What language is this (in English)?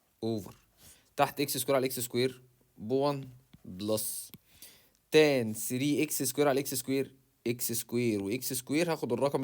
Egyptian Arabic